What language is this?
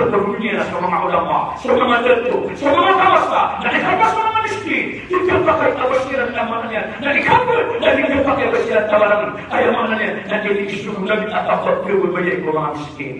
Maranao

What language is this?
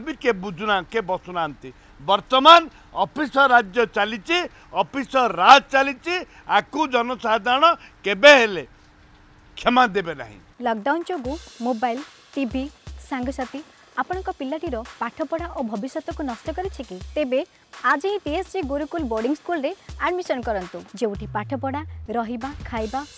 Odia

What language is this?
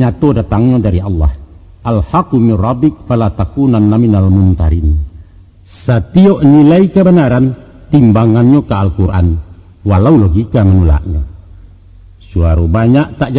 Minangkabau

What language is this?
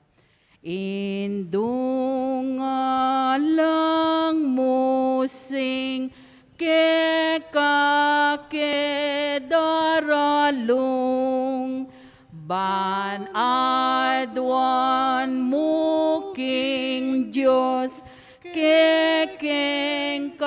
Pampanga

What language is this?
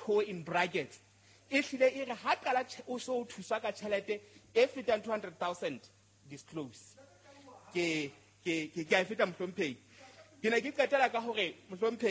Southern Sotho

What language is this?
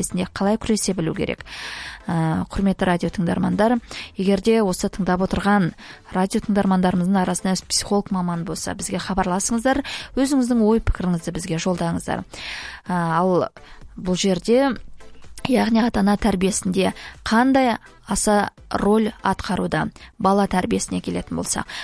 Kazakh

